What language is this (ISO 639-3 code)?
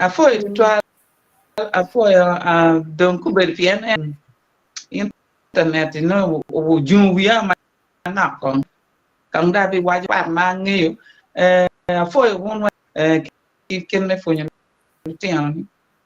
ach